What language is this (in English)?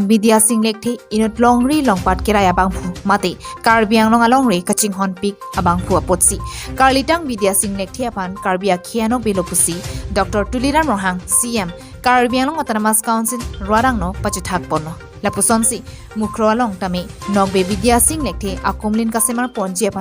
Karbi